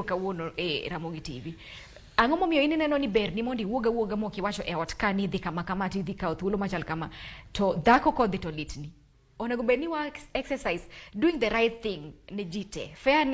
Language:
Luo (Kenya and Tanzania)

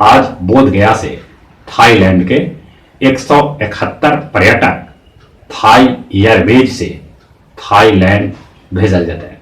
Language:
Magahi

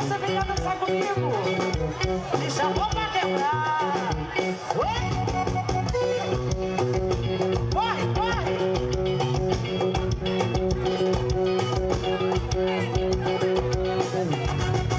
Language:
Portuguese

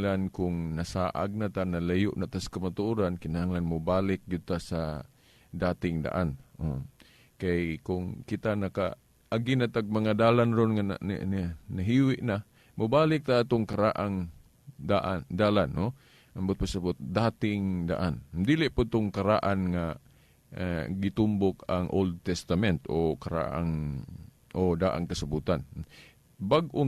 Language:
Cebuano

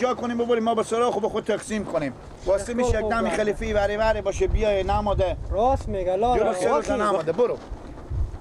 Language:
Persian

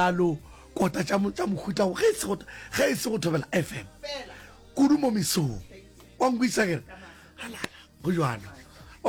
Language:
Northern Sotho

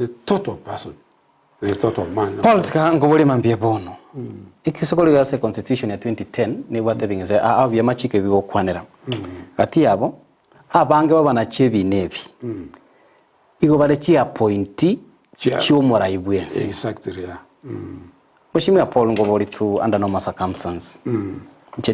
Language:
Gusii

